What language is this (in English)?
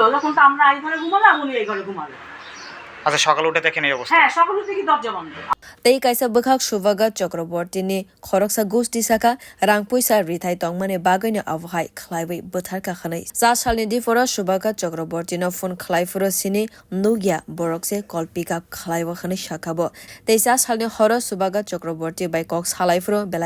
Kok Borok